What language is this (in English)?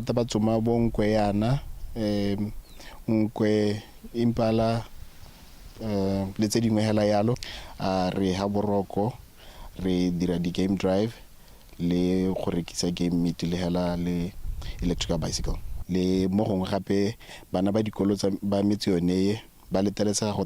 Tswana